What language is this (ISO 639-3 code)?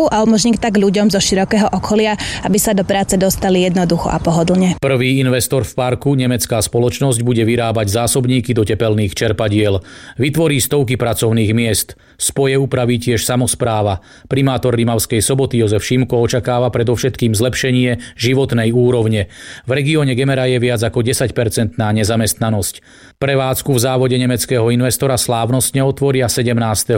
slk